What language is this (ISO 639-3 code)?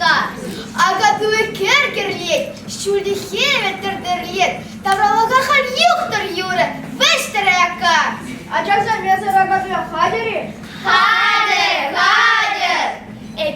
chv